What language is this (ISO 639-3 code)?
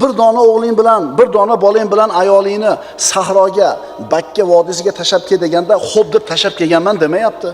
uzb